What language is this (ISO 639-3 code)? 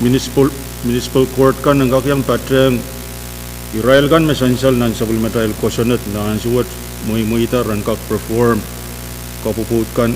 pon